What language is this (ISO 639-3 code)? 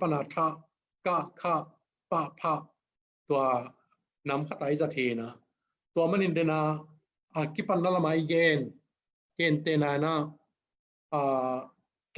ctd